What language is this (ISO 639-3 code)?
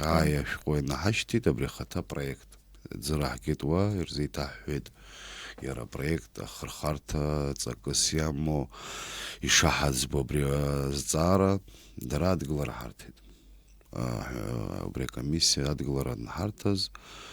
abk